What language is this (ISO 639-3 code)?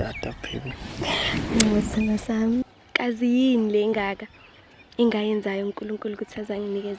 zul